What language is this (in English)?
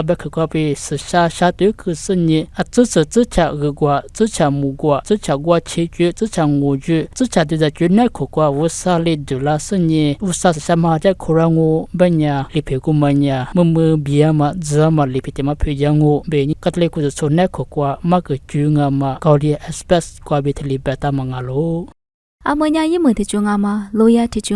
Lisu